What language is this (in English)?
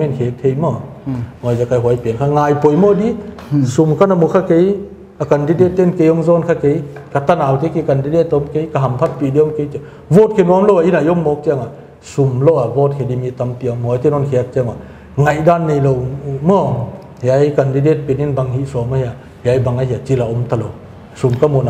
Paite Chin